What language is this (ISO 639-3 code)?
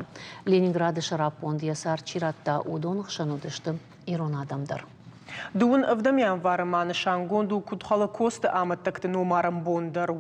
oss